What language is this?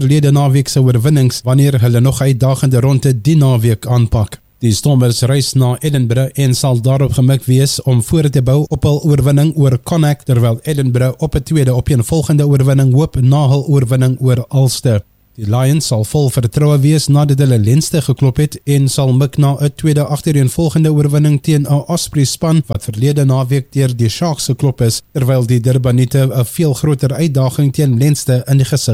Afrikaans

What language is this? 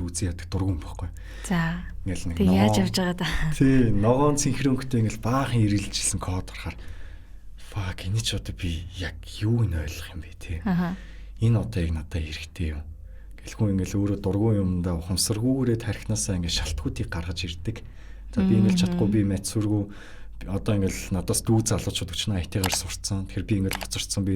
Mongolian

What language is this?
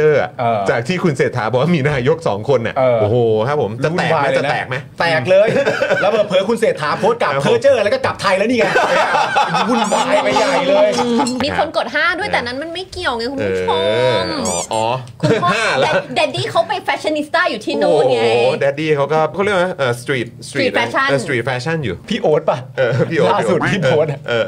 Thai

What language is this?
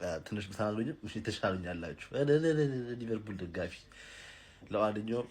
Amharic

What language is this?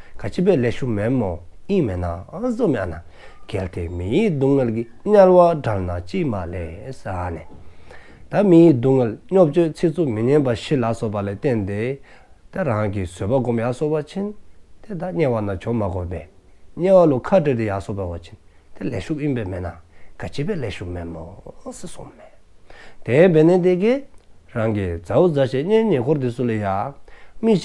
Dzongkha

